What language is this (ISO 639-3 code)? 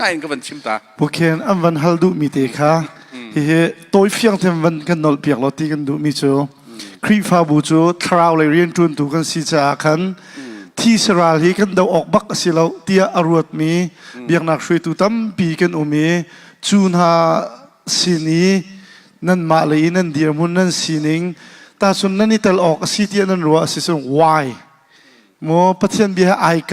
cnh